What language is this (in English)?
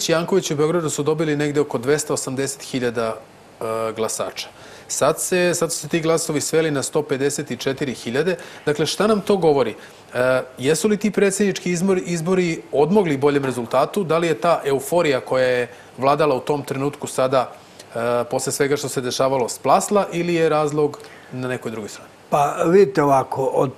Serbian